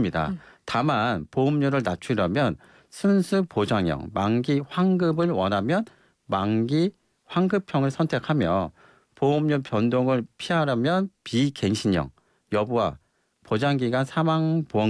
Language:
Korean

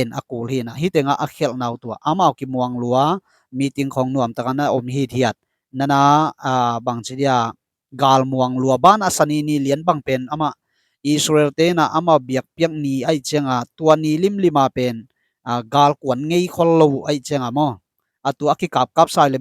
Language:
Tedim Chin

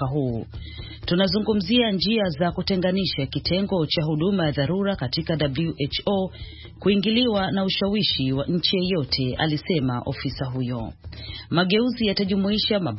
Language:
Swahili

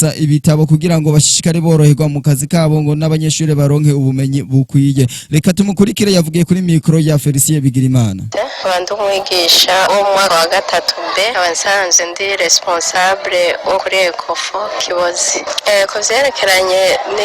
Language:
Rundi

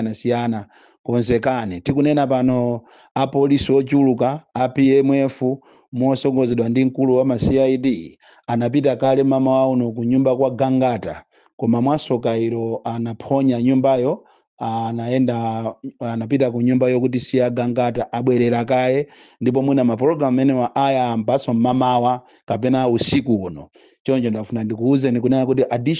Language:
Nyanja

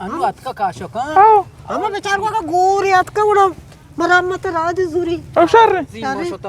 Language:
Eastern Balochi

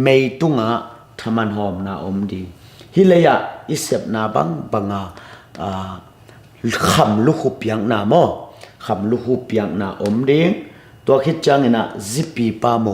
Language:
Tedim Chin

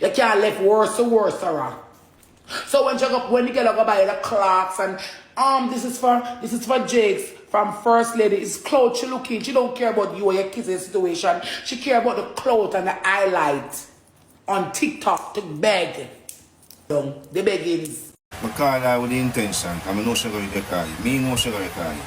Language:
Jamaican Creole English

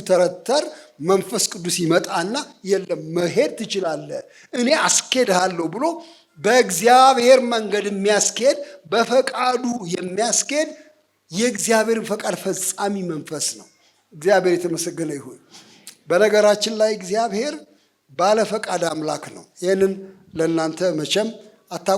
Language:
Amharic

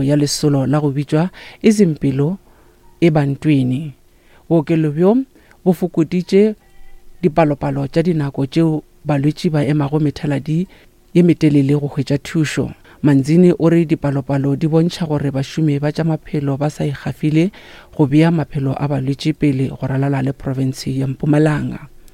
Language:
Northern Sotho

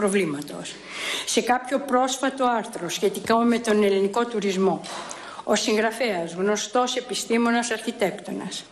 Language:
Greek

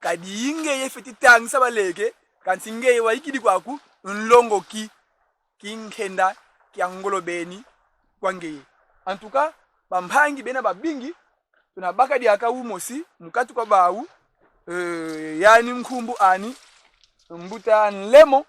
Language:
Kongo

